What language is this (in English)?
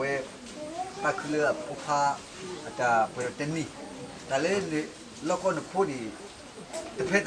S'gaw Karen